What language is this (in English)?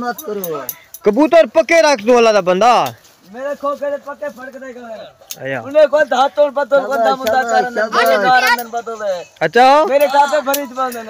Saraiki